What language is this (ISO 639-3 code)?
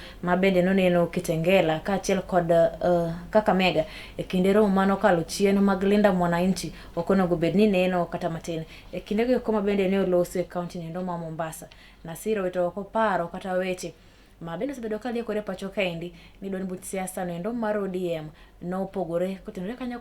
luo